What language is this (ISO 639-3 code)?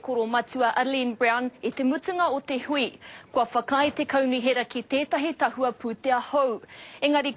mri